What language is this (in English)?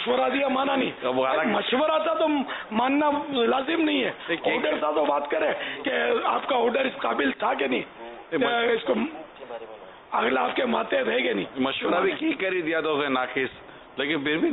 Urdu